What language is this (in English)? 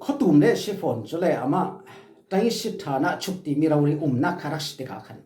Falam Chin